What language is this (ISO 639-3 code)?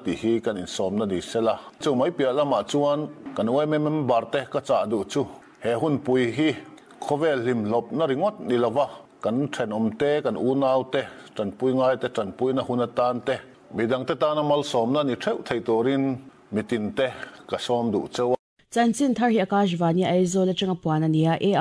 lus